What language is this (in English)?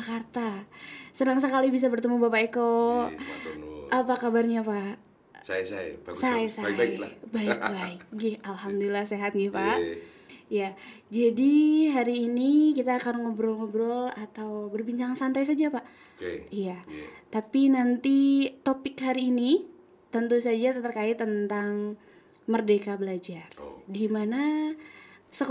Indonesian